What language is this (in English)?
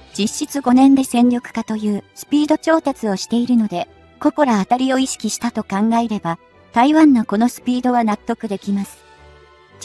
Japanese